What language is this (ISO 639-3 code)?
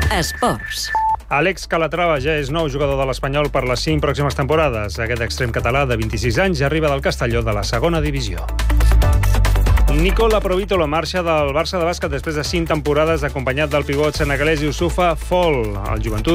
cat